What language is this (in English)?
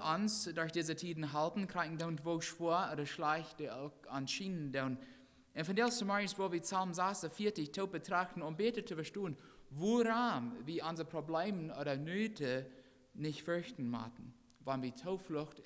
Plautdietsch